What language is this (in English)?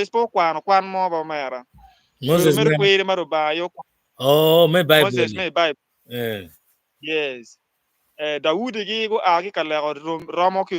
Acoli